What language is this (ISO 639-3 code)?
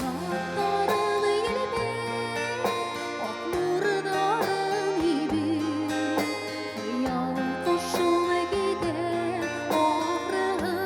bak